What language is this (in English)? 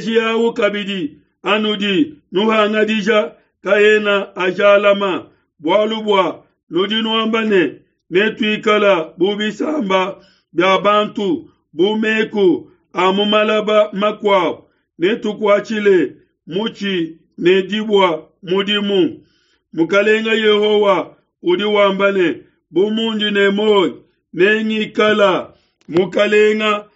Luba-Lulua